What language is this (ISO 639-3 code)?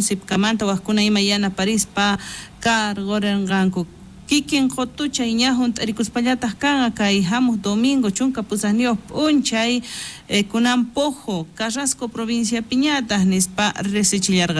quh